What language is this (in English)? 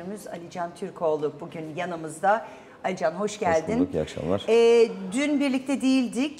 Turkish